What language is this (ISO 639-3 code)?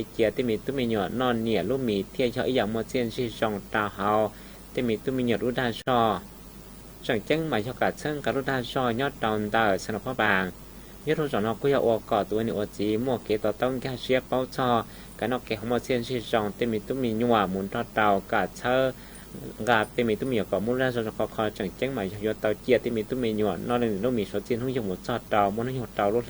hmn